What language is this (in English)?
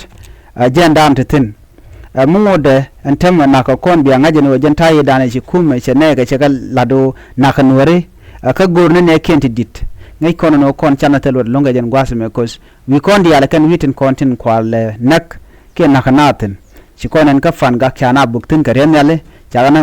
Nuer